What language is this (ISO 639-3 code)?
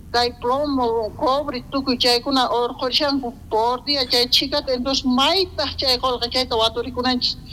quh